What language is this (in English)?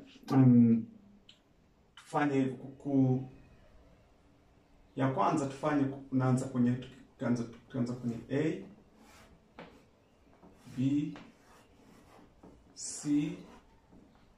Swahili